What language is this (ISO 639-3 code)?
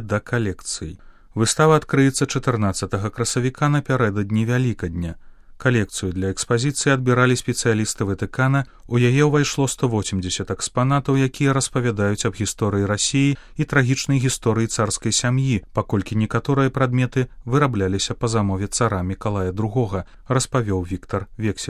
bel